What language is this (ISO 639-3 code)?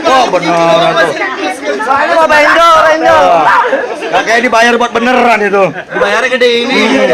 bew